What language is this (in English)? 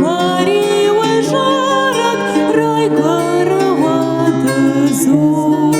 Ossetic